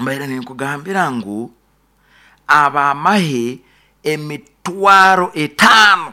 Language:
Nyoro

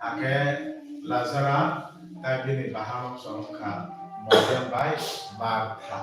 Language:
Kok Borok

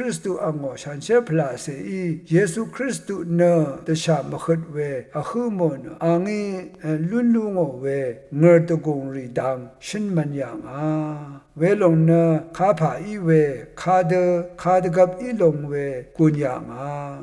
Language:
Rawang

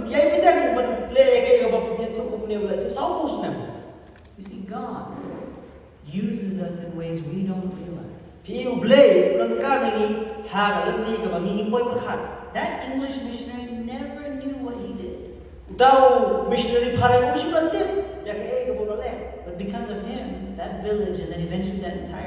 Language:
Khasi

